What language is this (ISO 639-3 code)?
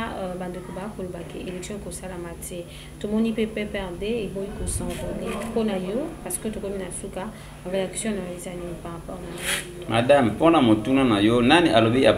lin